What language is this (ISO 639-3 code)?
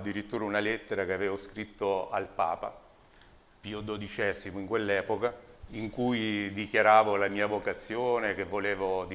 ita